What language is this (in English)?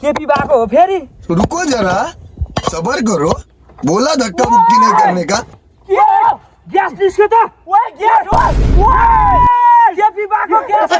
Nepali